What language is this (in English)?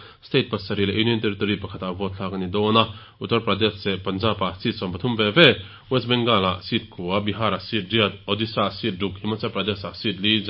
Mizo